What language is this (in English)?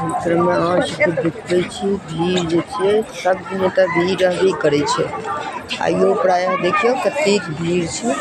Maithili